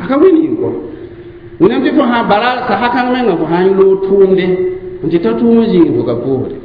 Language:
Mossi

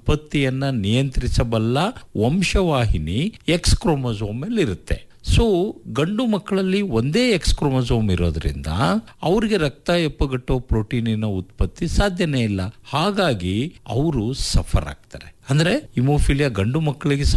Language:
Kannada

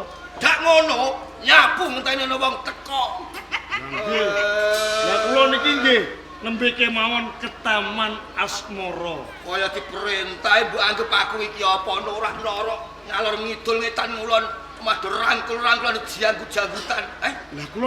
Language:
Javanese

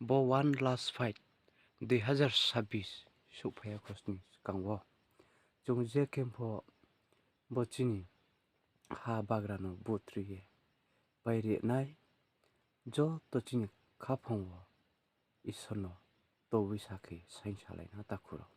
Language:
Riang (India)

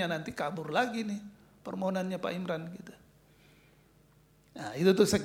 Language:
Indonesian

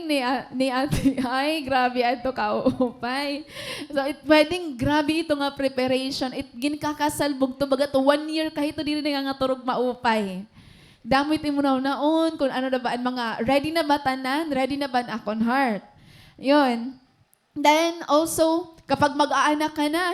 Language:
Waray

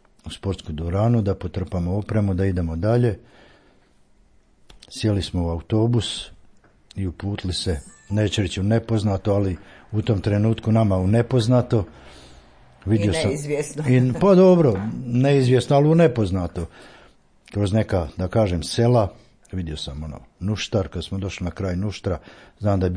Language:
Croatian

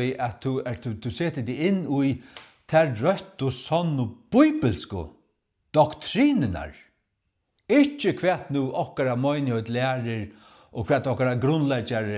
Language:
Faroese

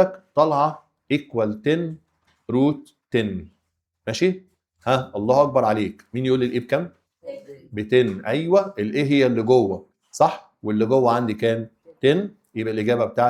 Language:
Egyptian Arabic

